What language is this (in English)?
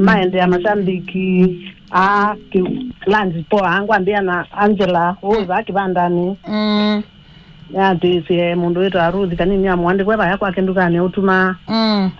Kamba